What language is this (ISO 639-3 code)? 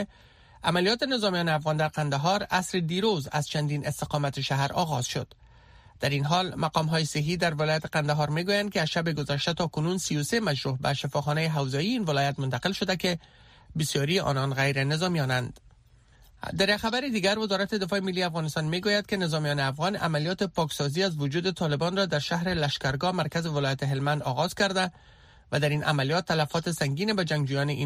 fas